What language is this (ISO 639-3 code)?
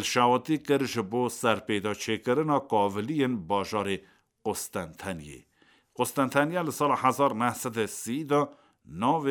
kur